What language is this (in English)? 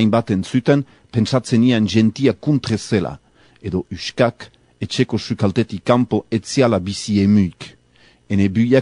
Basque